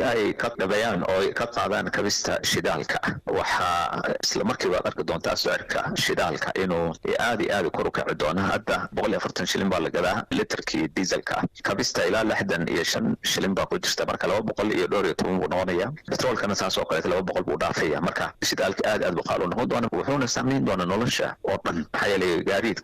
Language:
Somali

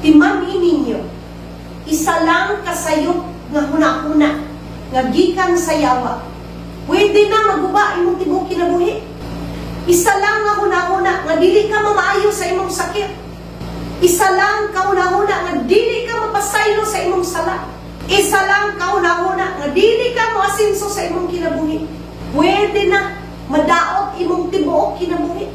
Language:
Cebuano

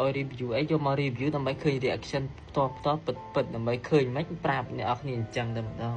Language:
Khmer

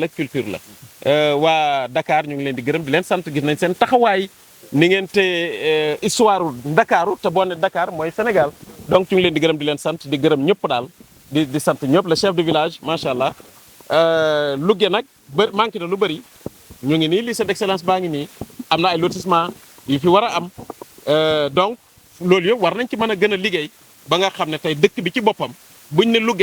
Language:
Wolof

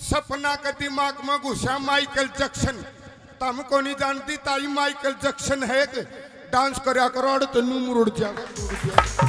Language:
Haryanvi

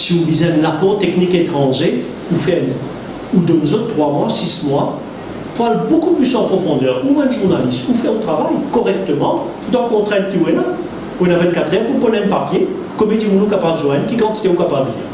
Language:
Morisyen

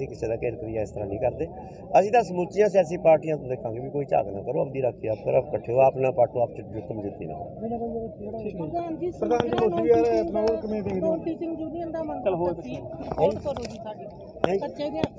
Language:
Punjabi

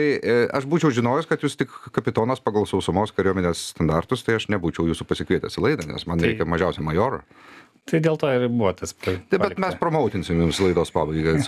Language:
Lithuanian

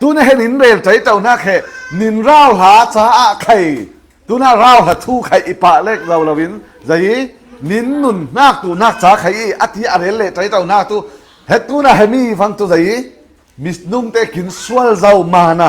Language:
Falam Chin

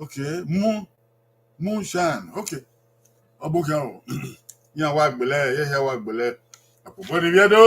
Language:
Bini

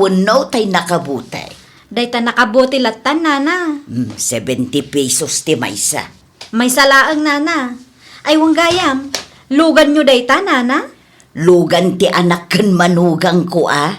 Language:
Iloko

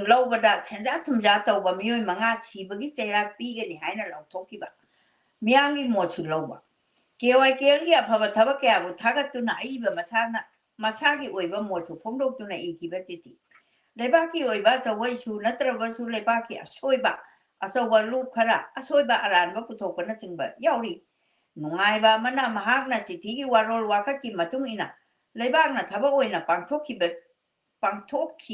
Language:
Manipuri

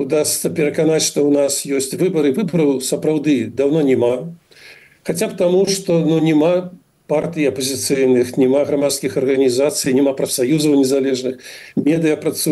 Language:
Belarusian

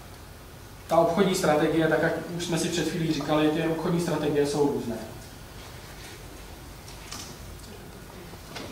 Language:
Czech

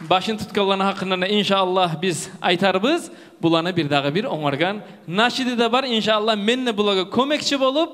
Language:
Kumyk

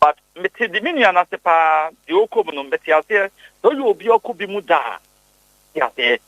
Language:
Akan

